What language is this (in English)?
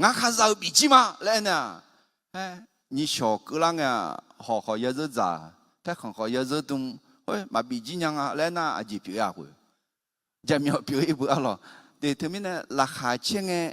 Akha